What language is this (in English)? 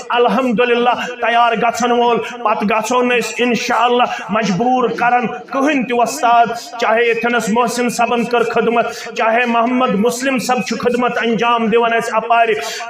Kashmiri